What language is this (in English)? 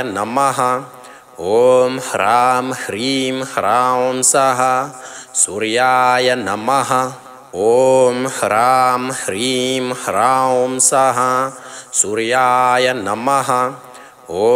Sanskrit